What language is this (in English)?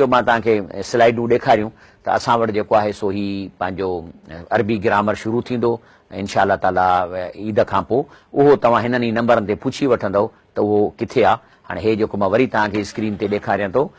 Sindhi